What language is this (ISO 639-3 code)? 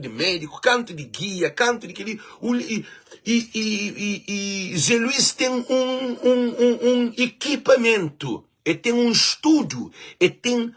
kea